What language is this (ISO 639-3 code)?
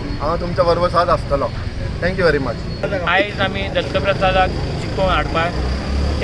kok